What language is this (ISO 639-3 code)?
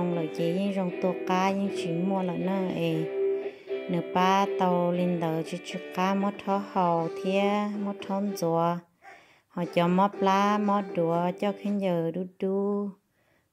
hmn